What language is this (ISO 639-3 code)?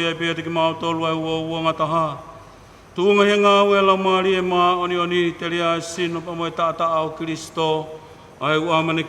ton